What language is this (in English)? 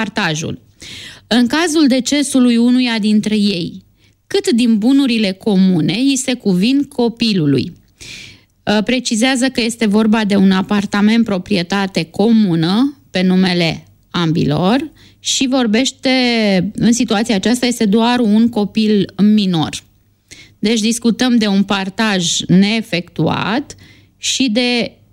Romanian